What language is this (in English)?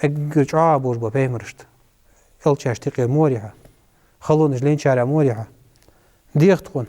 Ingush